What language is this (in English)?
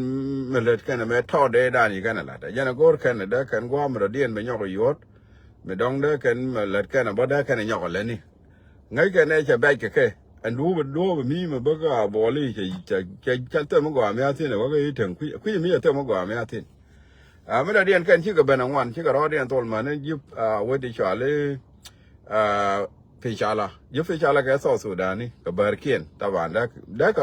Nuer